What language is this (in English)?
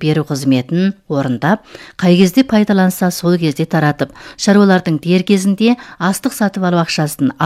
Kazakh